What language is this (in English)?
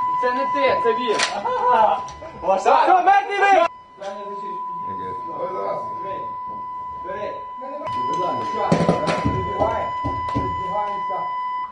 Ukrainian